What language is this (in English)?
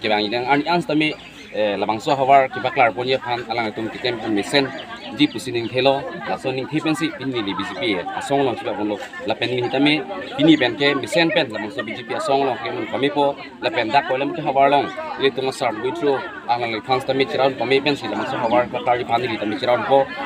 Karbi